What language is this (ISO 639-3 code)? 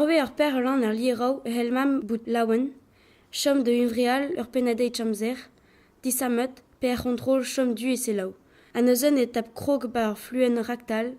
bre